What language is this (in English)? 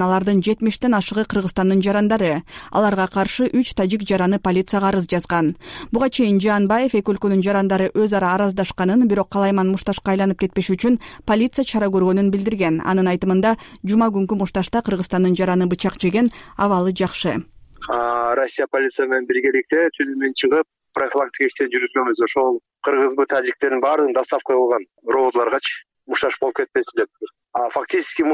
Kyrgyz